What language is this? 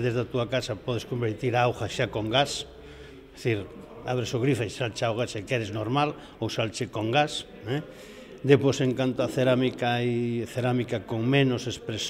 Galician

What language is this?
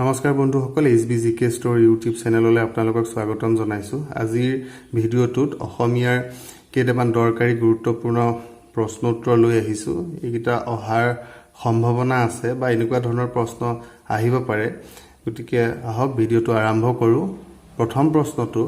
Assamese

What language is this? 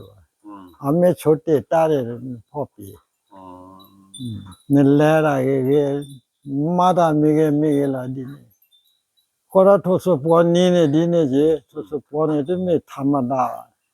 S'gaw Karen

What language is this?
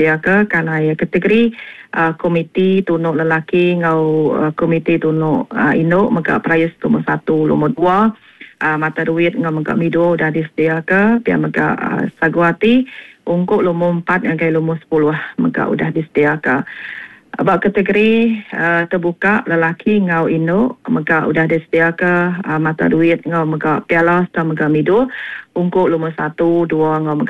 Iban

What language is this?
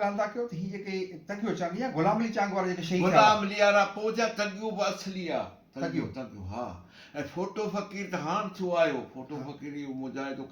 Sindhi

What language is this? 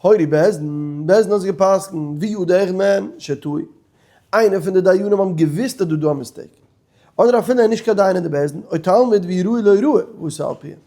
Yiddish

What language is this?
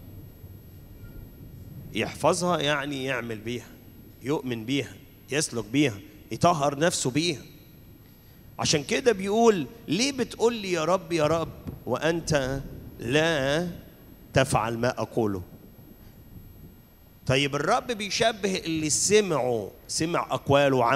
Egyptian Arabic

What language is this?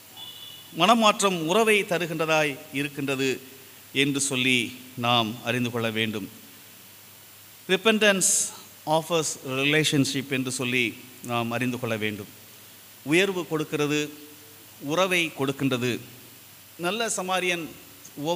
Tamil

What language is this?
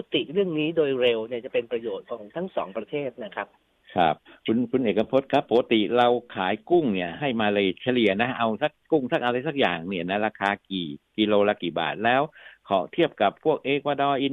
Thai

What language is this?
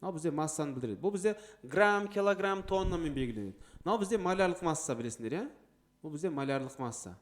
Kazakh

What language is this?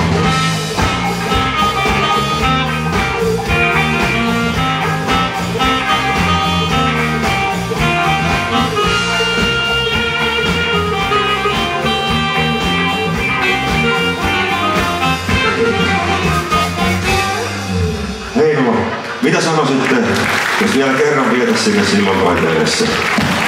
Finnish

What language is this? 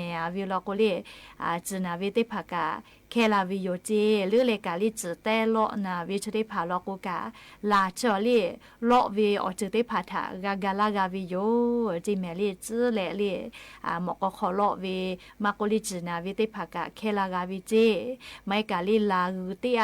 Lahu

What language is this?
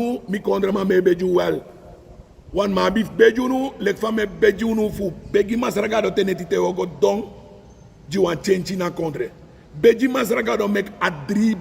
Sranan Tongo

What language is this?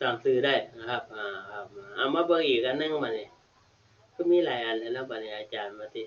Northeastern Thai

